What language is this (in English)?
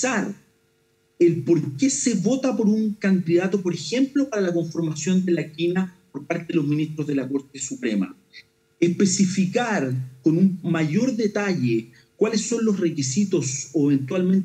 Spanish